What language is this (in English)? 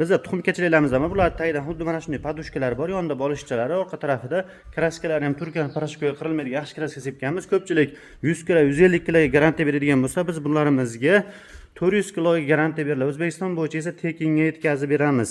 Uzbek